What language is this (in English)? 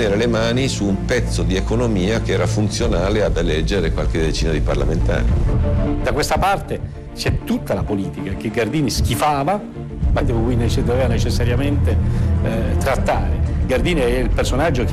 Italian